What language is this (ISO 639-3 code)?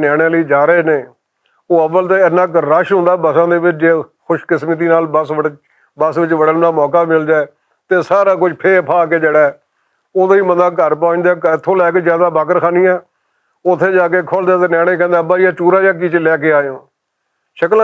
lah